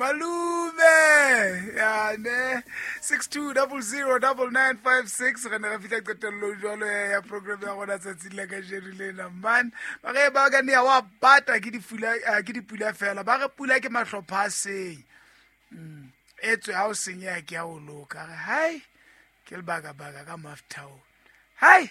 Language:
Southern Sotho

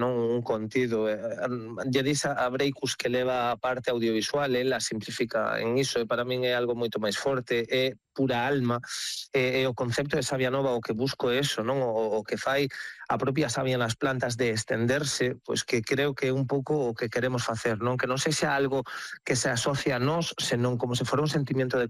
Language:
Galician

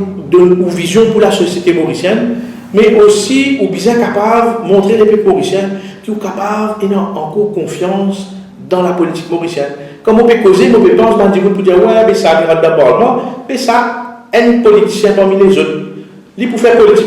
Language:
Morisyen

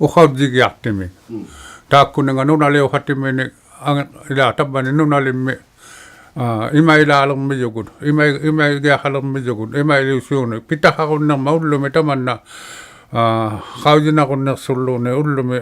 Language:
Inuktitut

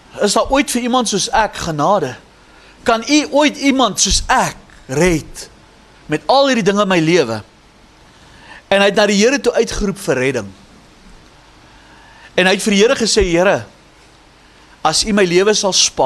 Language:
Afrikaans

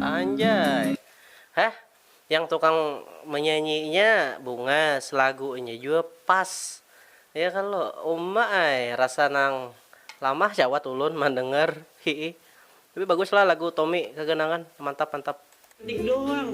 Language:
Banjar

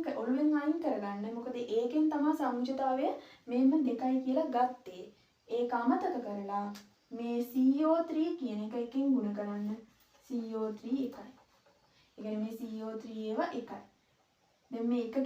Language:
Sinhala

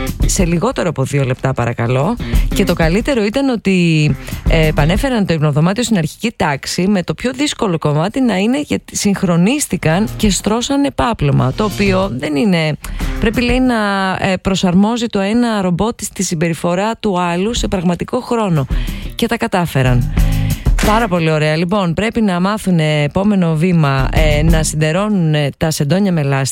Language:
Greek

